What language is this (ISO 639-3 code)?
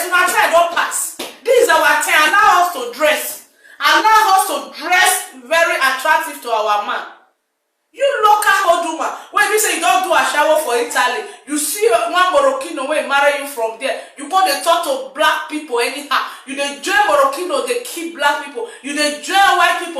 pcm